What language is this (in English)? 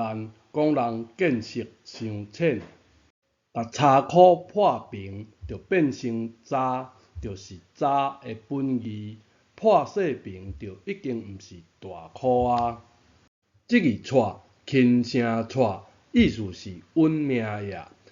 Min Nan Chinese